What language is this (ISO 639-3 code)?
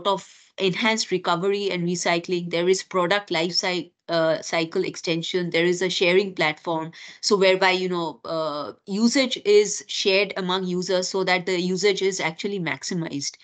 eng